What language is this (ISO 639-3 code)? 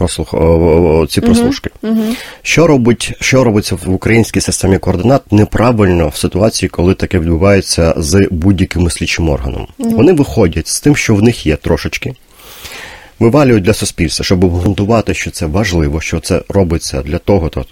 ukr